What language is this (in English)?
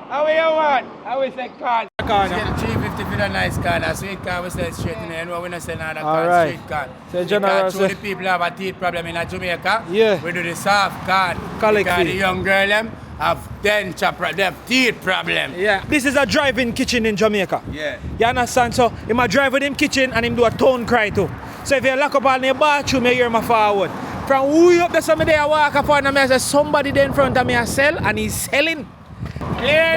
Jamaican Creole English